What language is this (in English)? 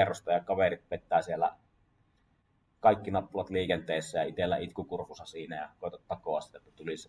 Finnish